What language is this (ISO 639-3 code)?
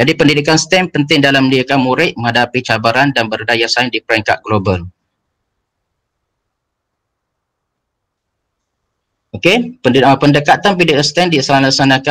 msa